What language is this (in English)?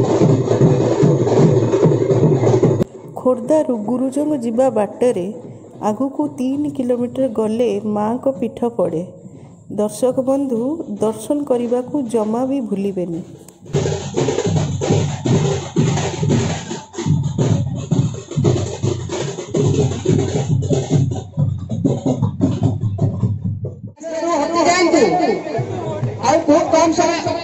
Odia